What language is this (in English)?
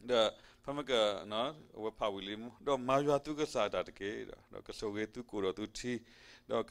S'gaw Karen